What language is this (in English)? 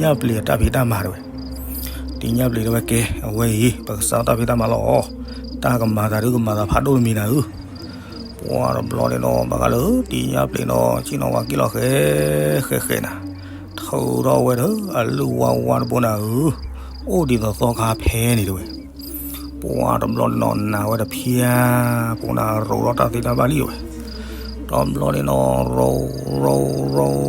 S'gaw Karen